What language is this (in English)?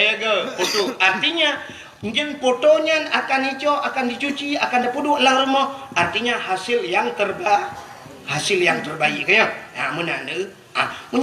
Achinese